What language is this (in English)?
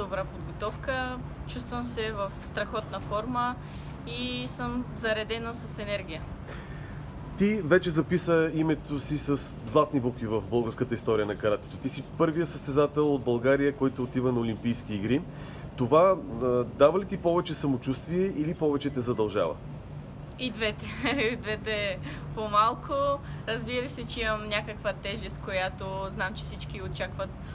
Bulgarian